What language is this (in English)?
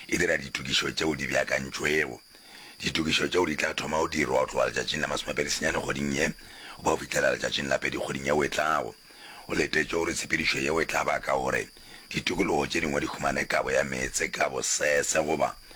Northern Sotho